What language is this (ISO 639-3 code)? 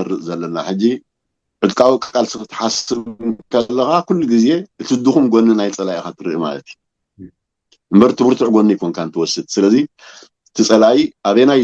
tir